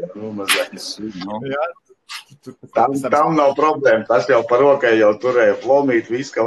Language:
Latvian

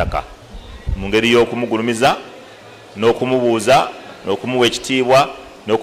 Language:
Ganda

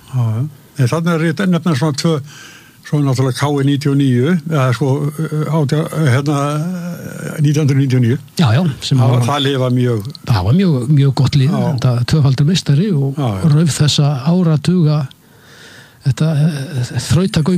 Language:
Icelandic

